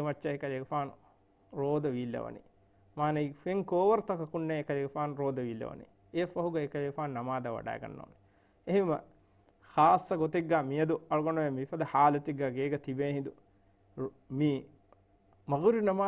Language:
Divehi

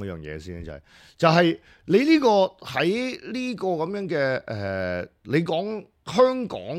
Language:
Cantonese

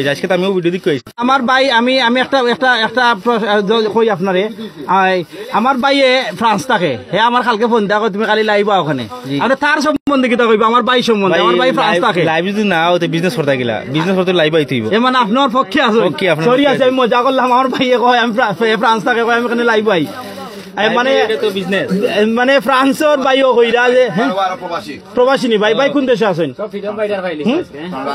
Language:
Sylheti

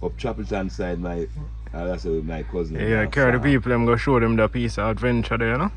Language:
Jamaican Creole English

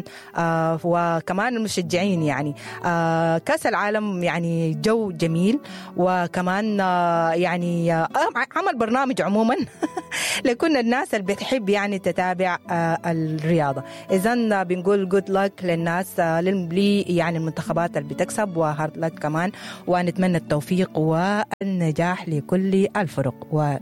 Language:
Sudanese Arabic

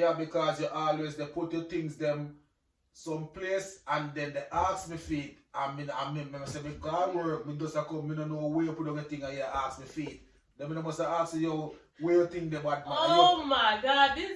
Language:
Jamaican Creole English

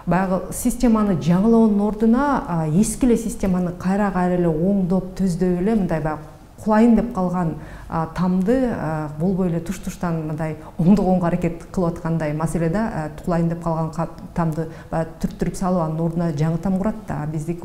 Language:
Kyrgyz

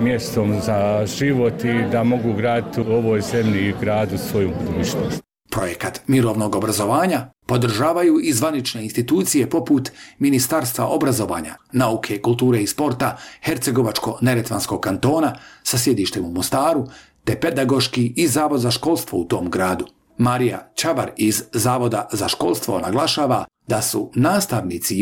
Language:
Bosnian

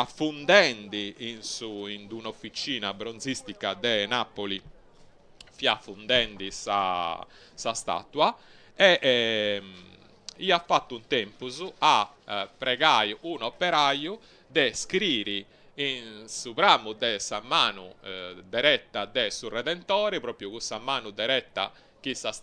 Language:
Sardinian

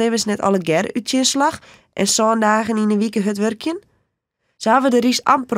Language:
Western Frisian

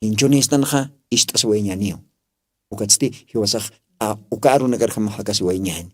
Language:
Aymara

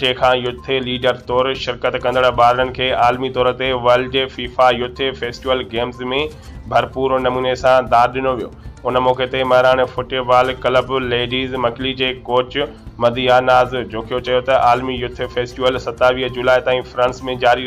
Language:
Sindhi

